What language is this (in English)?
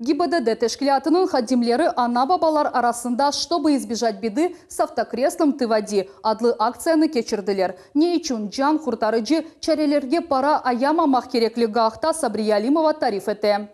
Crimean Tatar